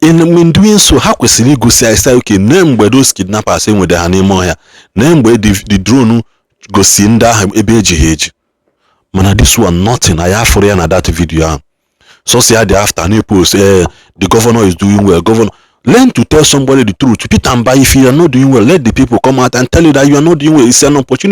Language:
Igbo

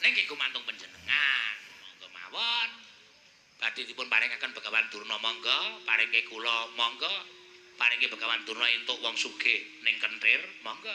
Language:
Javanese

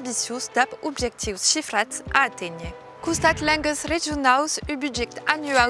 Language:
Occitan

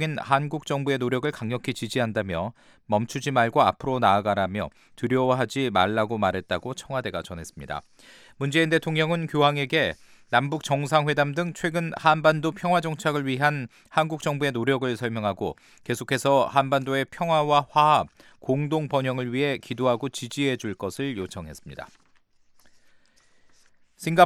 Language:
Korean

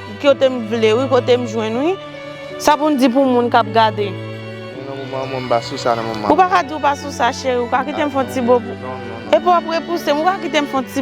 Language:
Haitian Creole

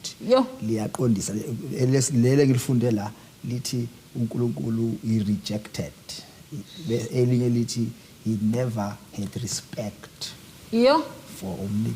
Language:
Zulu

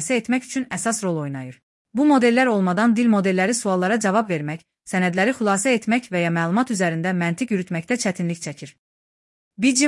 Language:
Azerbaijani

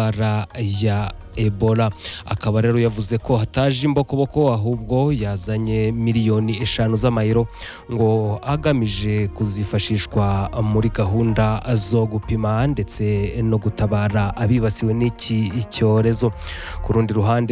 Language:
Kinyarwanda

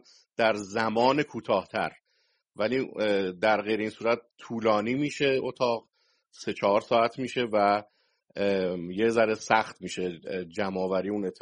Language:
Persian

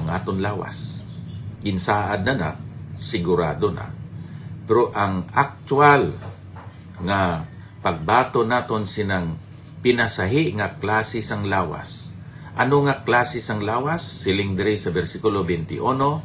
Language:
Hiligaynon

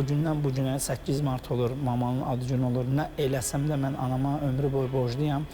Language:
Azerbaijani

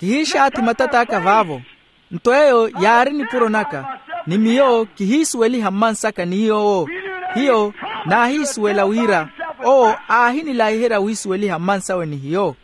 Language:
Makhuwa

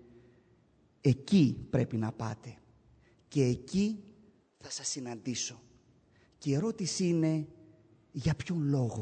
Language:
Greek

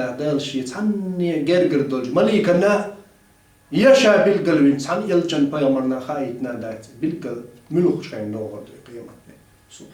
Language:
Chechen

